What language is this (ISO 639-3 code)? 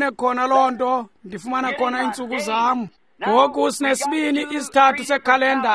xho